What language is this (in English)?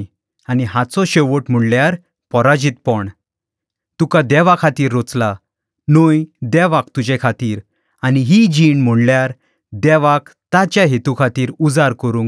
Konkani